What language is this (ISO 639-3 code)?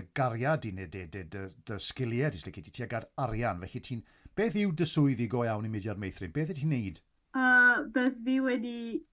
cym